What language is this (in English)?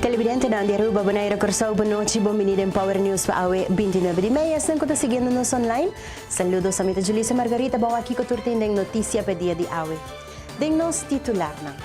Papiamento